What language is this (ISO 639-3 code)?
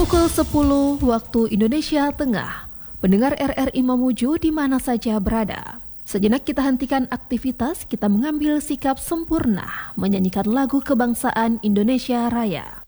ind